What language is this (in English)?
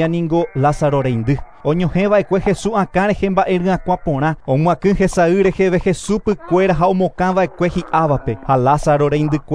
Guarani